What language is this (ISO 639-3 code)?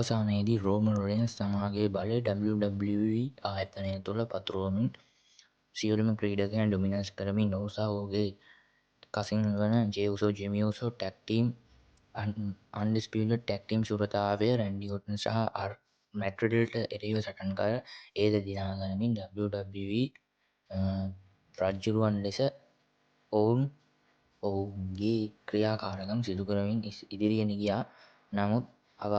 sin